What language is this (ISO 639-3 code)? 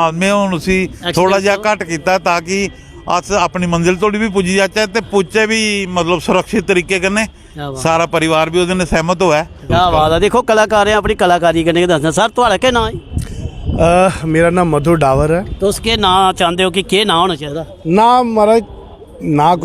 doi